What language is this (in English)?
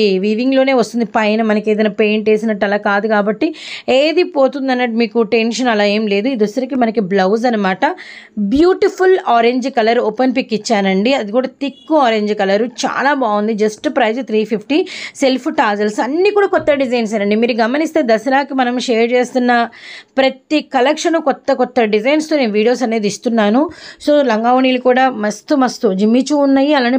Telugu